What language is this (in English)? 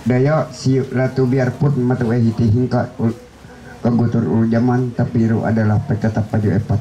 Ma'anyan